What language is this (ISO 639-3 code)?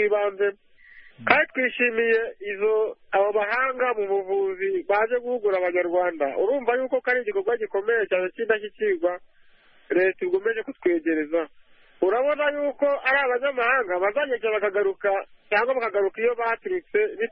kin